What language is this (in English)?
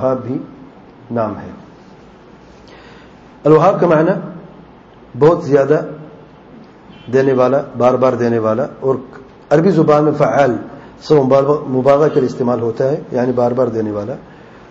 Urdu